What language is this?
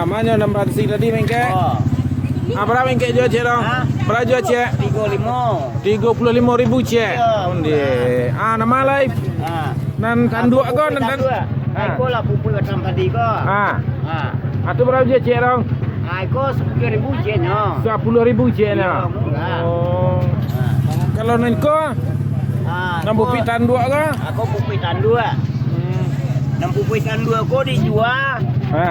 Minangkabau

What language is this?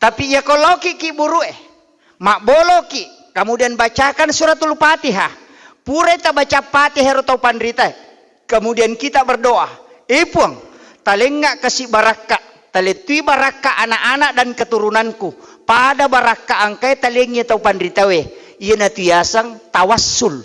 Buginese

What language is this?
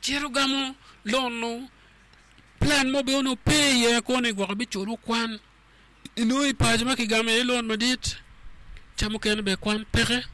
Acoli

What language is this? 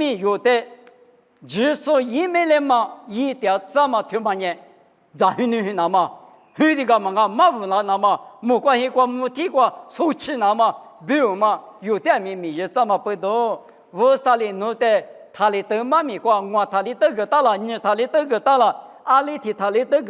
Lisu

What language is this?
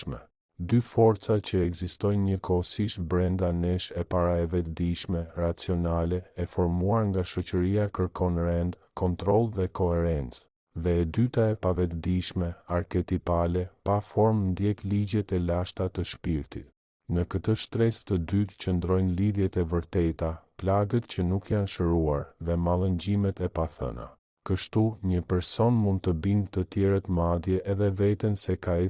Albanian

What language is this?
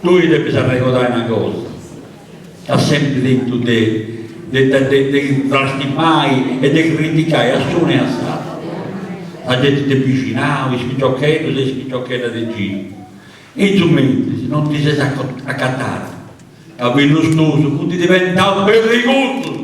Sardinian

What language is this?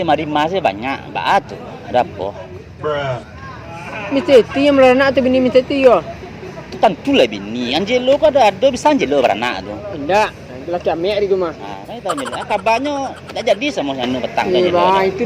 Minangkabau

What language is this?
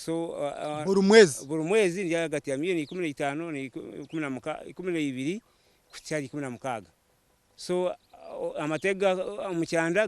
Nyankole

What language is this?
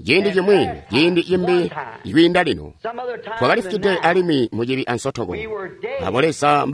Tonga (Zambia)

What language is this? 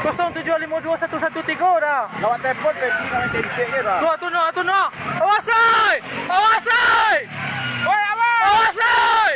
Minangkabau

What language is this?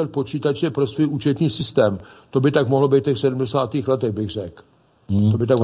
Czech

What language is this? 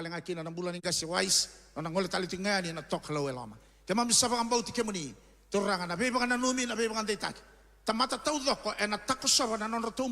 Fijian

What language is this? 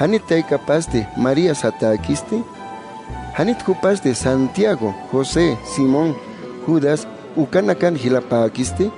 Aymara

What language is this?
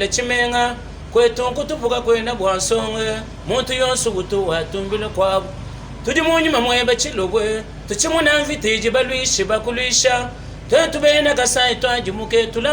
Luba-Lulua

